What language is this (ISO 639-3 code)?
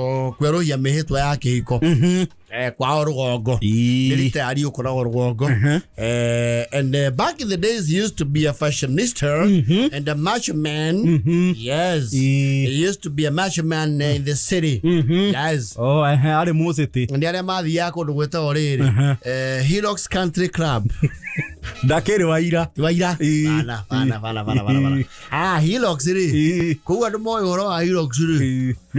kik